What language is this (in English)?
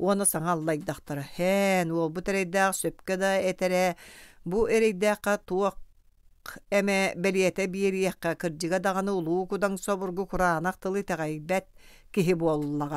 Yakut